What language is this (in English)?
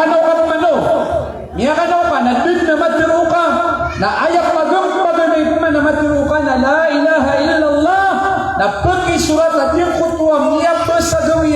Maranao